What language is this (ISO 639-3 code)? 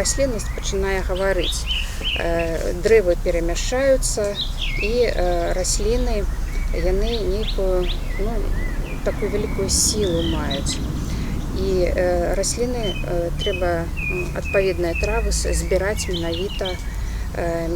bel